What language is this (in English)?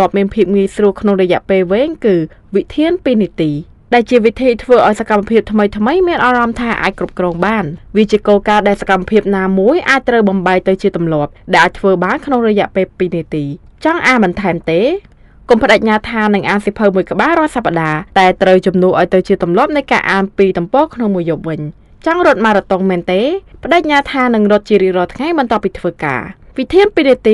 Khmer